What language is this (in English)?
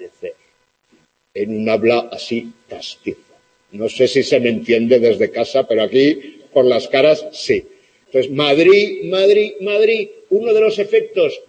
Spanish